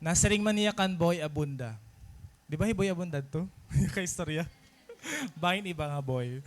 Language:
Waray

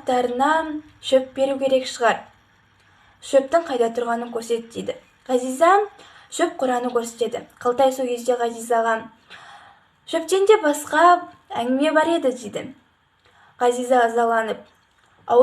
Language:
Kazakh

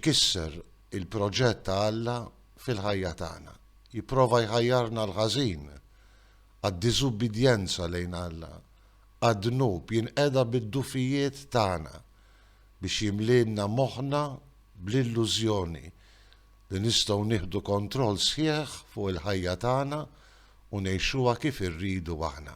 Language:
Maltese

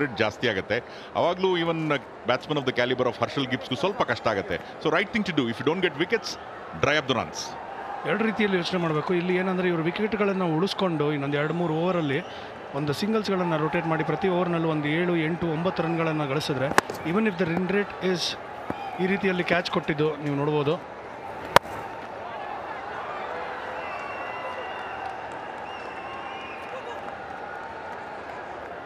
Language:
Kannada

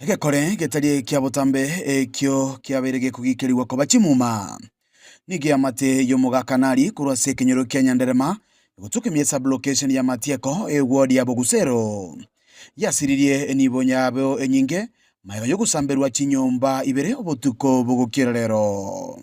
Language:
Gusii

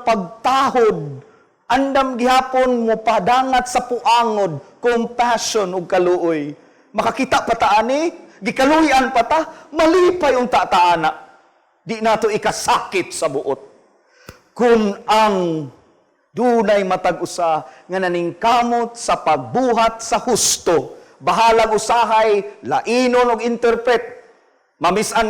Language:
Cebuano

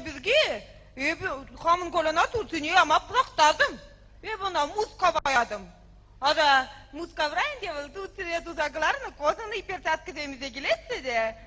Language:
Chuvash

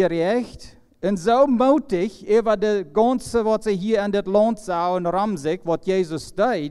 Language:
Plautdietsch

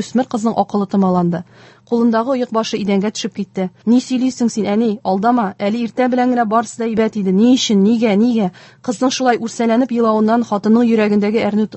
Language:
Tatar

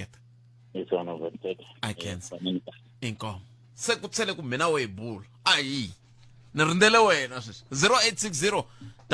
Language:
Tsonga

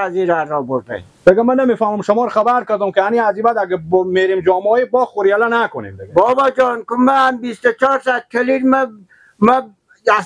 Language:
Persian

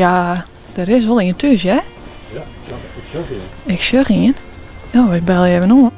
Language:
Western Frisian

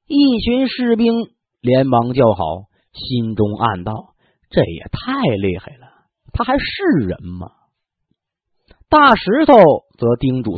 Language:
Chinese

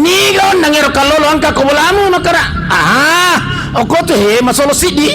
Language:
Buginese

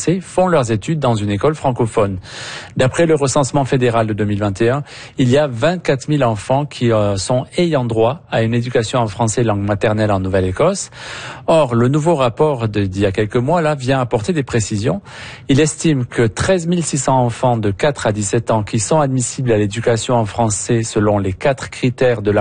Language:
French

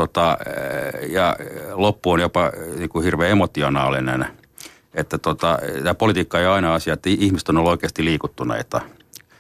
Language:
Finnish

